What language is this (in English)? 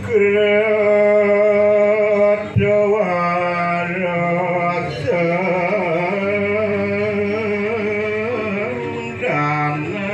Balinese